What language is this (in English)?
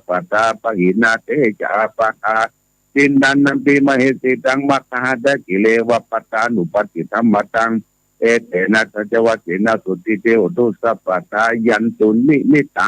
Pali